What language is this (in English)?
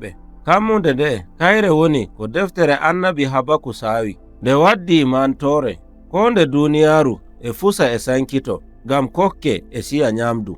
Nigerian Fulfulde